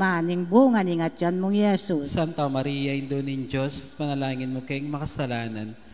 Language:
Pampanga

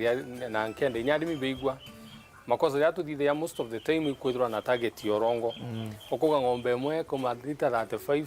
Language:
Meru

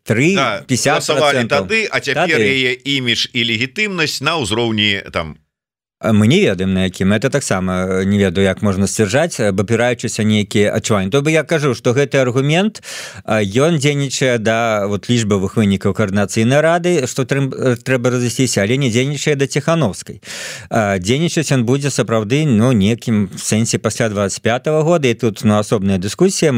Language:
Belarusian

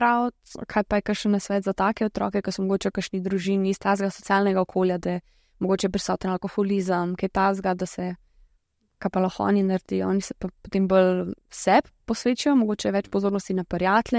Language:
Slovenian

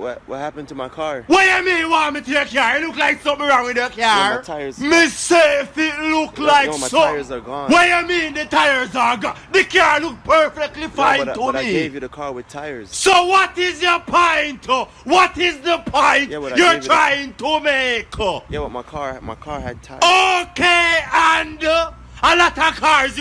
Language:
Jamaican Creole English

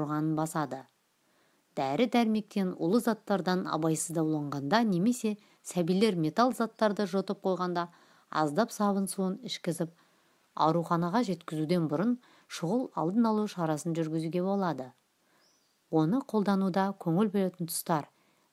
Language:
Kazakh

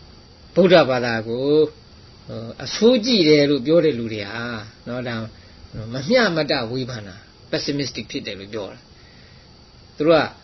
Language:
Burmese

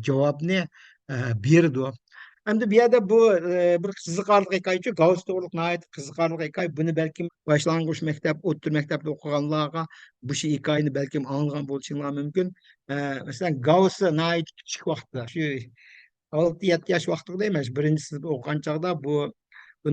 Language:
Uyghur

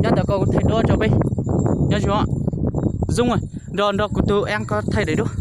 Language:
Hmong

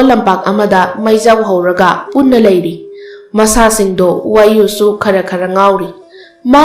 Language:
Manipuri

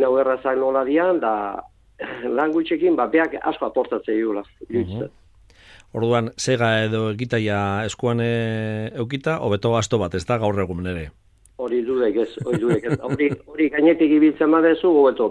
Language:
Basque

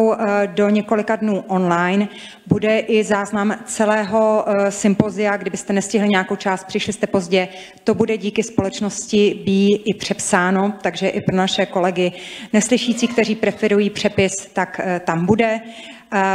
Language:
Czech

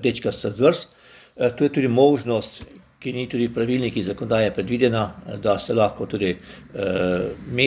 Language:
Slovenian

